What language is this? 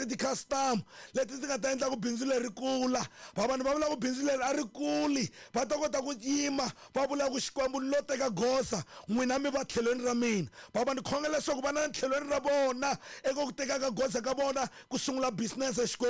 Tsonga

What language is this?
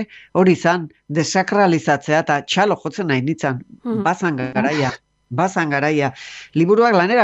Basque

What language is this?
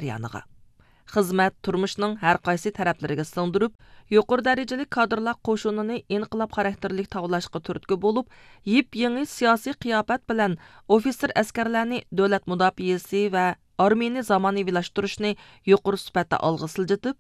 Uyghur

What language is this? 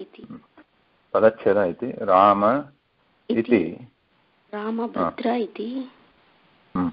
Sanskrit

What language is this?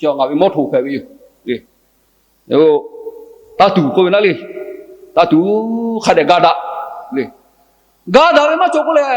Lahu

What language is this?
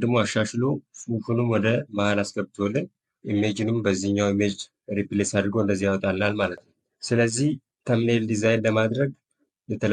Amharic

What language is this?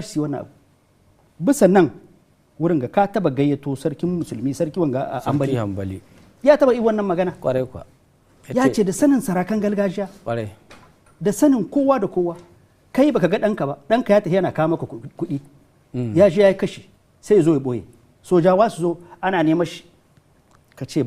Hausa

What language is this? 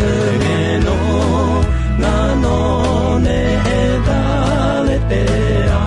Akha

